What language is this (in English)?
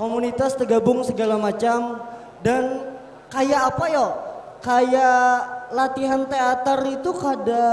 Banjar